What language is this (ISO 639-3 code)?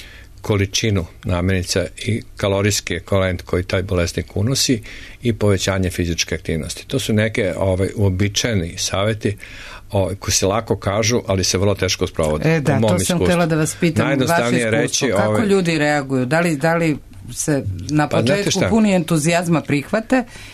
srp